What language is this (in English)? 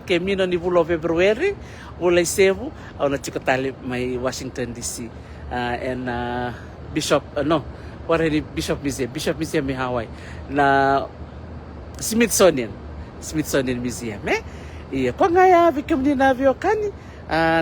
Fijian